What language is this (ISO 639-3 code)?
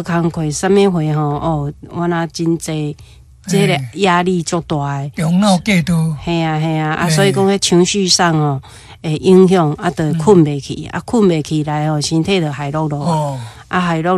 nan